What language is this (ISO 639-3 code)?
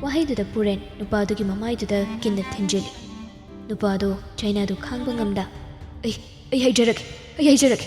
mni